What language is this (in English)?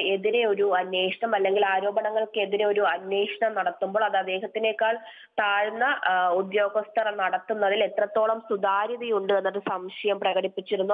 Malayalam